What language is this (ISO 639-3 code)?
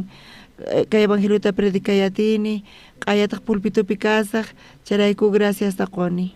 quh